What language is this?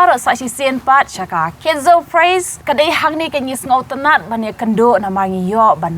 Khasi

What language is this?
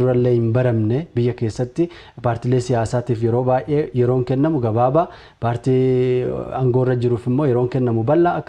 Oromo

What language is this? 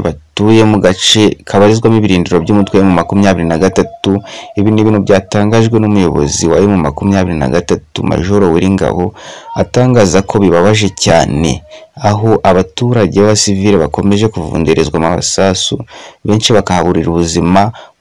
Kinyarwanda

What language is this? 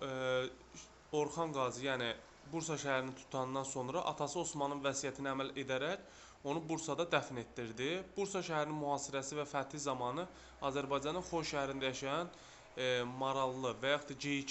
Azerbaijani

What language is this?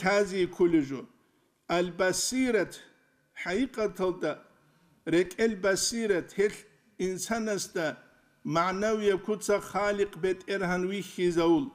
Avaric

